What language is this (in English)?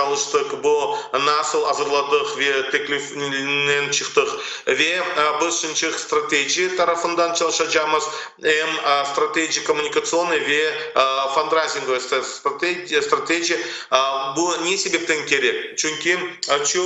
Crimean Tatar